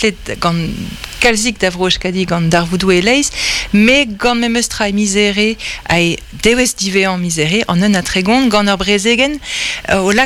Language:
Breton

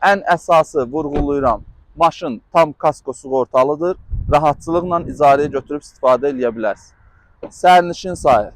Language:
Azerbaijani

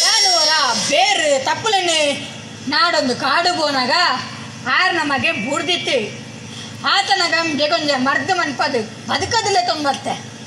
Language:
Tulu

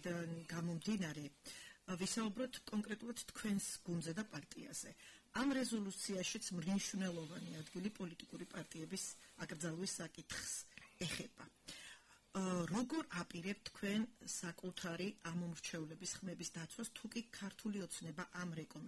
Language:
Georgian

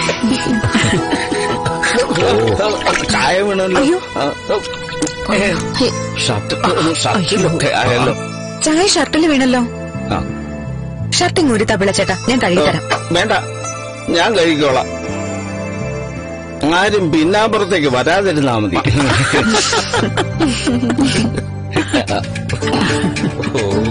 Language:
Malayalam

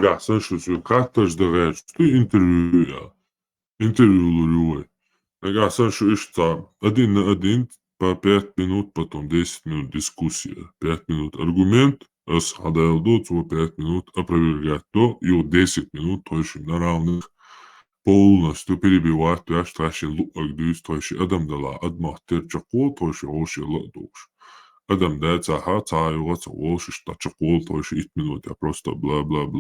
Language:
Chechen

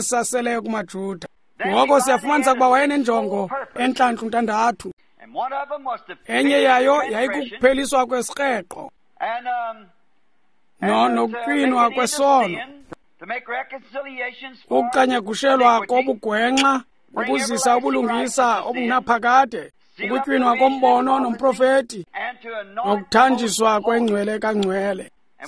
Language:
Xhosa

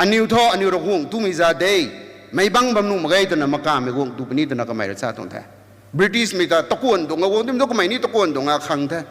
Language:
Rongmei Naga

